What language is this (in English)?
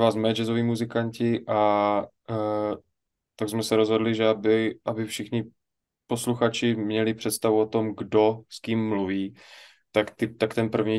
Czech